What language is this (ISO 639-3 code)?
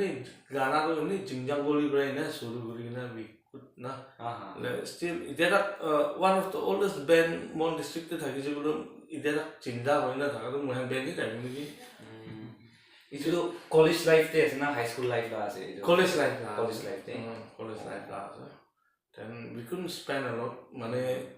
nag